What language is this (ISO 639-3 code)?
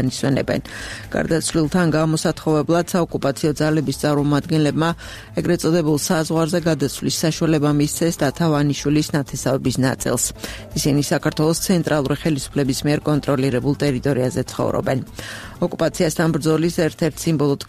kat